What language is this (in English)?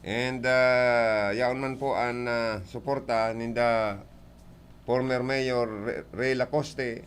Bikol